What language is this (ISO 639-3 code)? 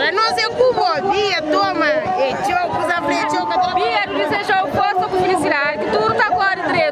kea